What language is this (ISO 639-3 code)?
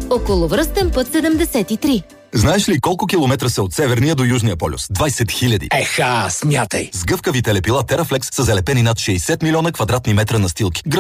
bul